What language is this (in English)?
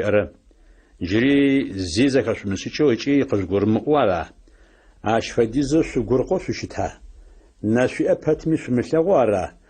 Adyghe